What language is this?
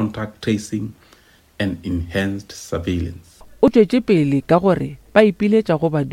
Northern Sotho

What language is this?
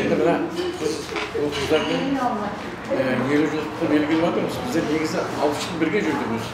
Kara-Kalpak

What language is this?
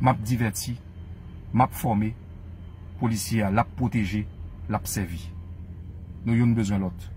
Haitian Creole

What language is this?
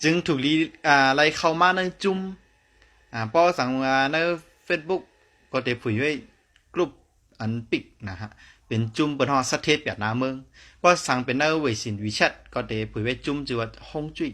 Shan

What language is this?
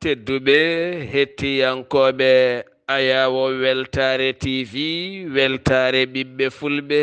Fula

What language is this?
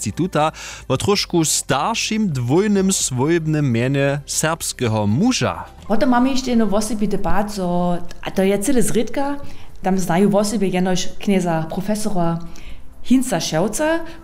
Upper Sorbian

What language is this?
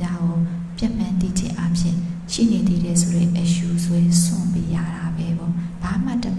Burmese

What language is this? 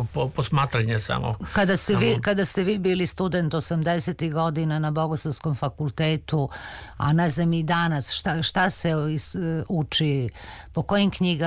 Serbian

